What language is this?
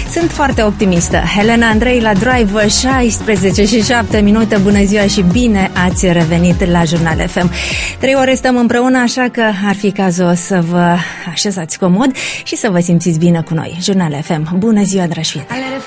Romanian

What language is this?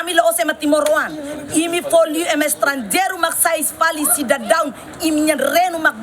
Tetum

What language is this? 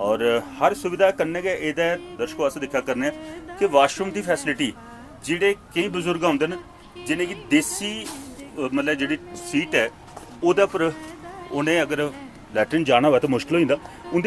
Dogri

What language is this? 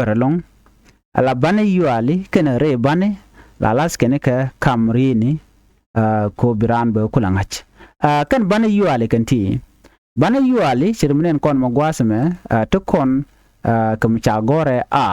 Nuer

